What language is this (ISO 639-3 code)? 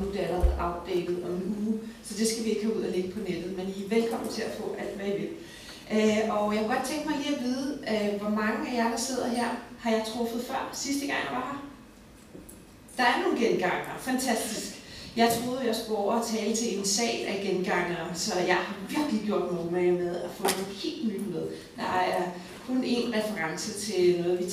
dan